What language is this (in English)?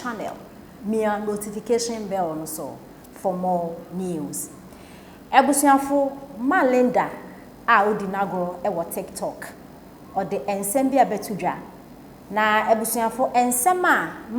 Akan